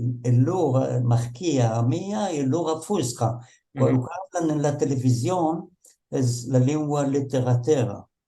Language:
Ladino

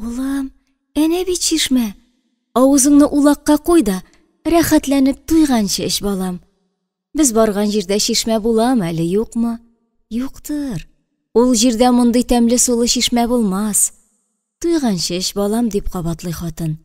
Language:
Tatar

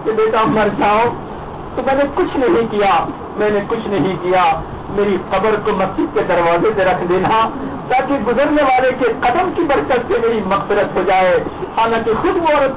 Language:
Urdu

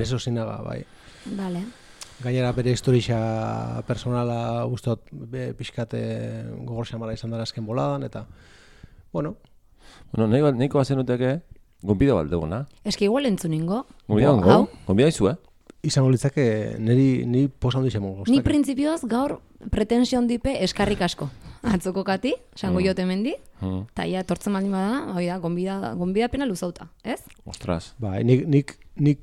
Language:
Basque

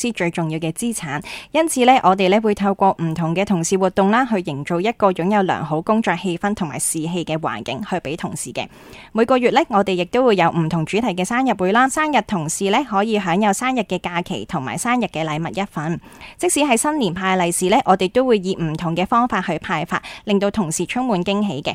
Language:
Cantonese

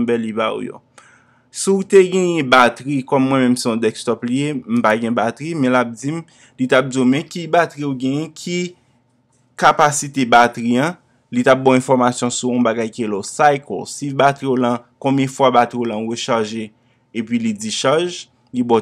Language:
Haitian Creole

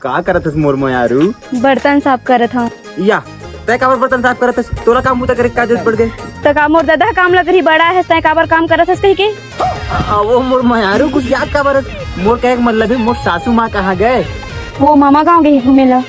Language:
Chhattisgarhi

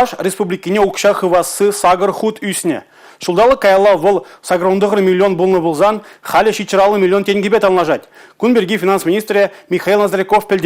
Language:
Chuvash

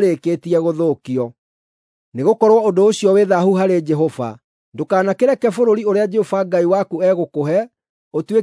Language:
Kikuyu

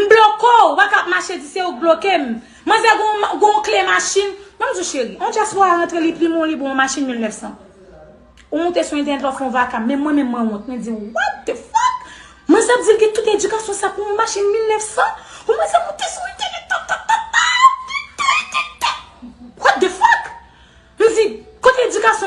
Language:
Haitian Creole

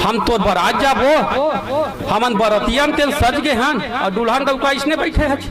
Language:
Chhattisgarhi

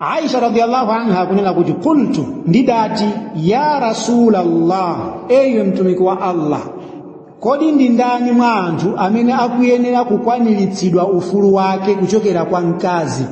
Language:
Nyanja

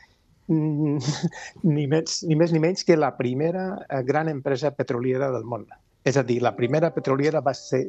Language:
Catalan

